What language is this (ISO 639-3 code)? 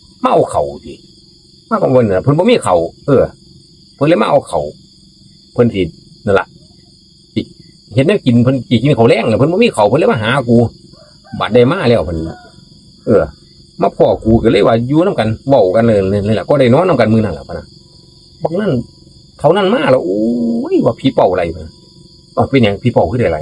tts